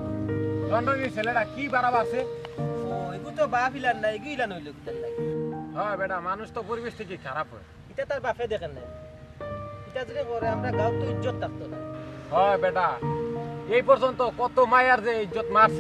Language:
Sylheti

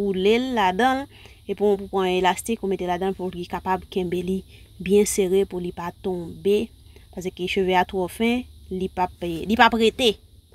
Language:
Haitian Creole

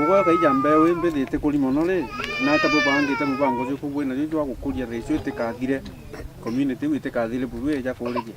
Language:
Meru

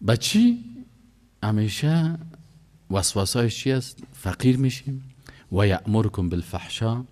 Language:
Persian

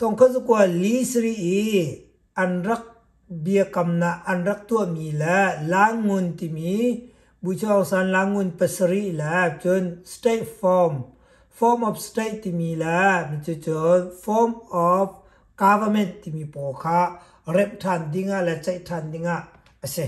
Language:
Hakha Chin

